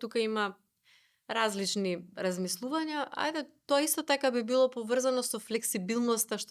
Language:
Macedonian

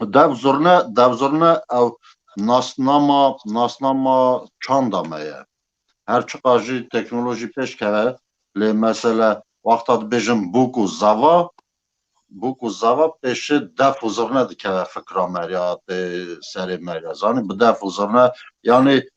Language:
Kurdish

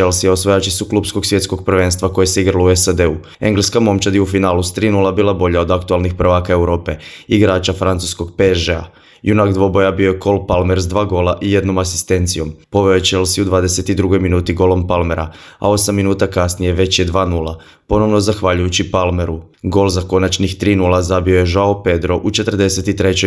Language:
Croatian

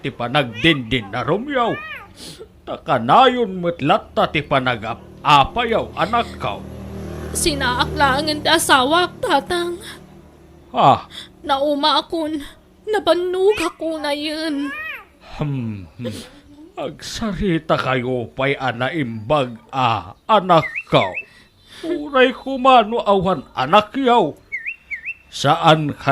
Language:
Iloko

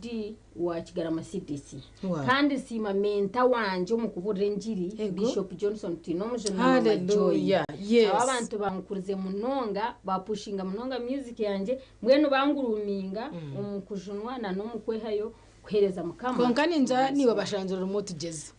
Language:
Nyankole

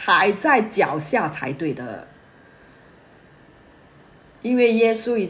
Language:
Chinese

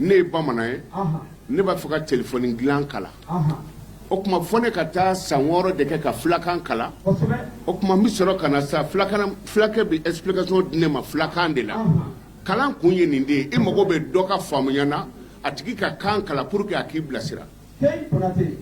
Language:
Bambara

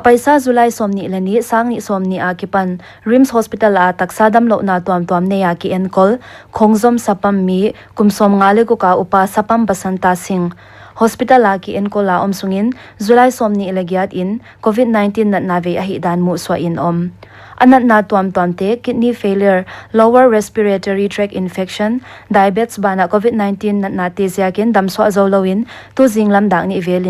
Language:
Paite Chin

